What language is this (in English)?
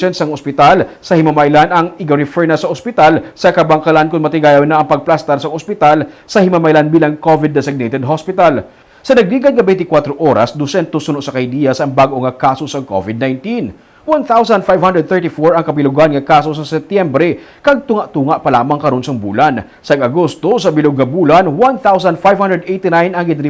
Hiligaynon